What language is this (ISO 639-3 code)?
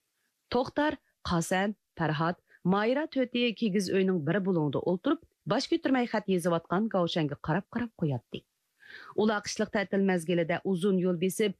uig